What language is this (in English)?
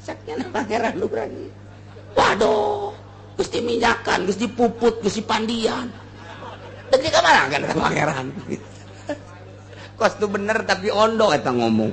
Sundanese